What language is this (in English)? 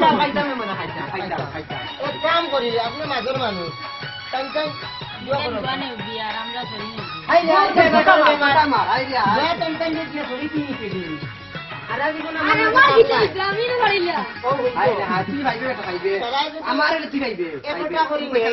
Sylheti